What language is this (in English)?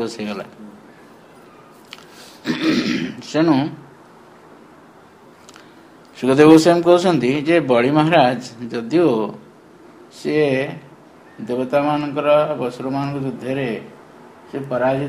Odia